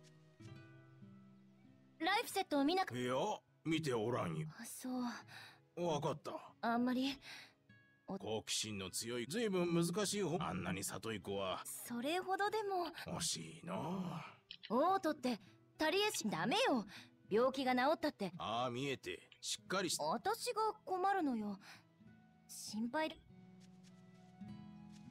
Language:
Japanese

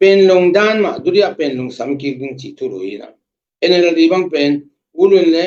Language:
Tedim Chin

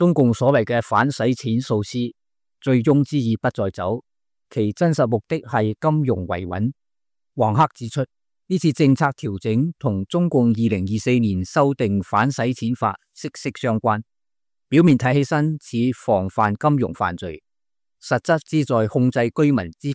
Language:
Cantonese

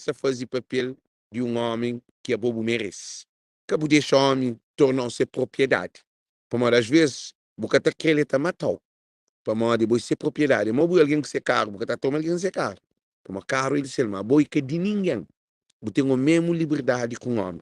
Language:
Kabuverdianu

